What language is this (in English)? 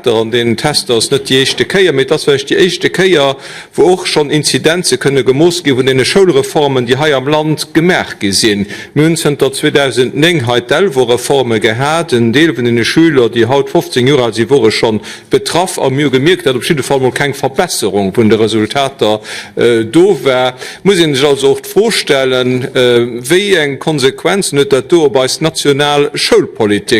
Luxembourgish